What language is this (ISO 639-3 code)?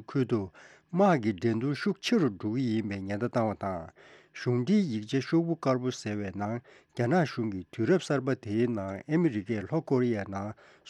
bod